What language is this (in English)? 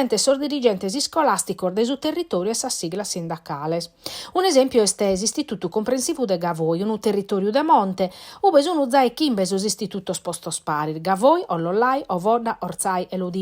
Sardinian